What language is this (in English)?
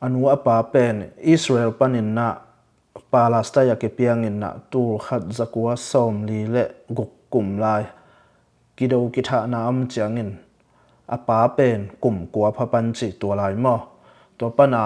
Tedim Chin